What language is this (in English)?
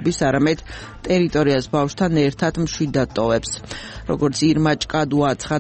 Georgian